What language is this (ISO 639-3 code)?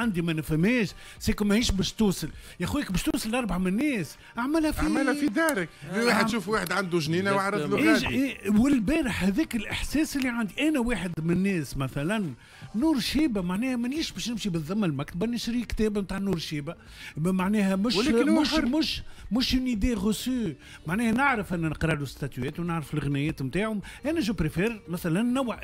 aeb